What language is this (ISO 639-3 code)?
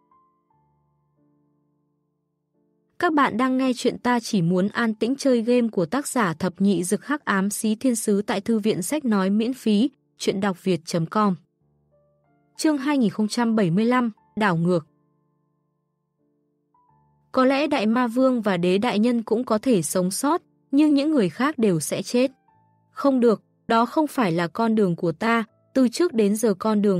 vie